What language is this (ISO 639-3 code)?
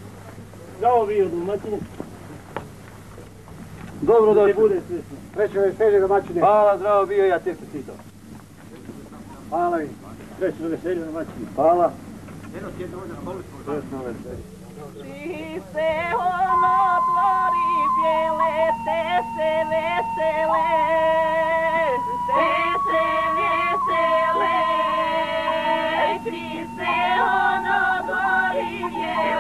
srp